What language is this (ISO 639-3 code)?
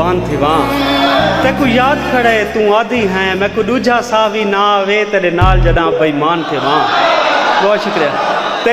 skr